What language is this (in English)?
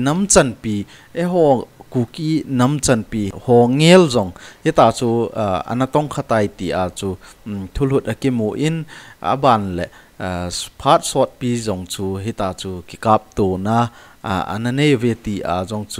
Thado Chin